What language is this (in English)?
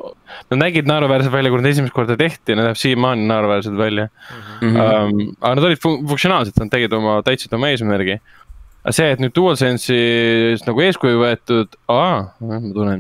Estonian